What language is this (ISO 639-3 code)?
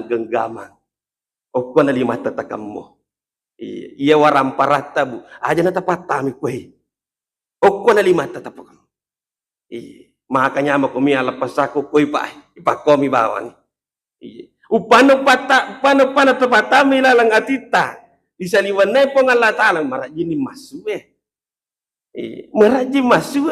bug